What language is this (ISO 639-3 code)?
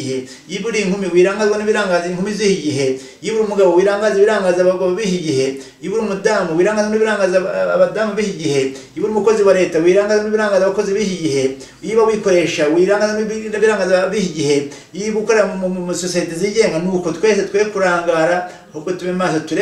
kin